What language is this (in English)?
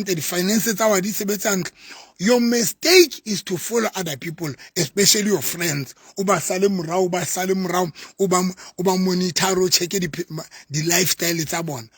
Southern Sotho